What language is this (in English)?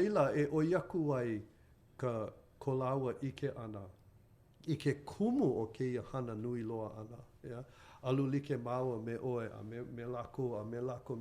Hawaiian